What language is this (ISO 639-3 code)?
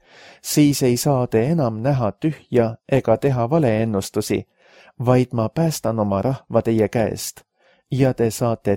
est